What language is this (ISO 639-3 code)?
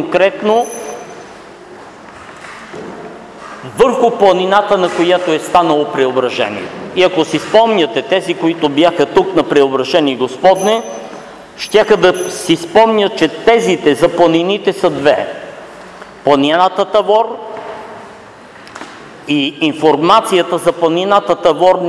bul